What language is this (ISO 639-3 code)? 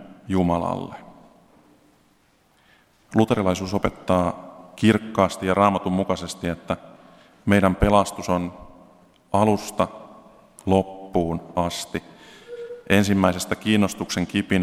fin